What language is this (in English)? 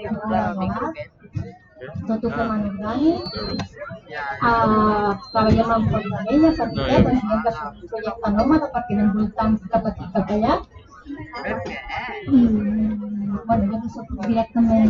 Catalan